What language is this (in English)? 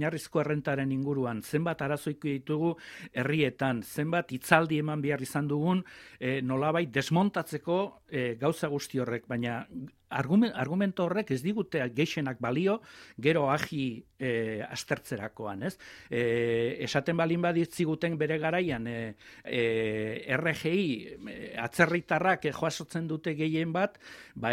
Basque